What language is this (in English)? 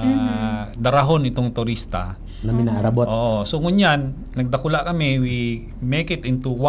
Bikol